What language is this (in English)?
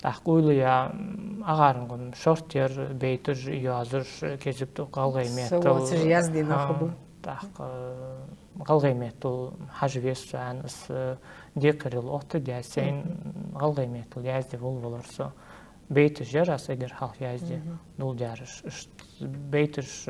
Ingush